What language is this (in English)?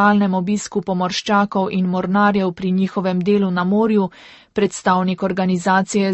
Slovenian